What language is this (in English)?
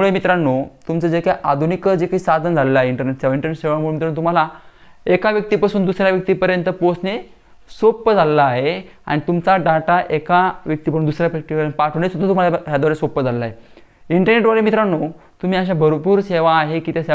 Marathi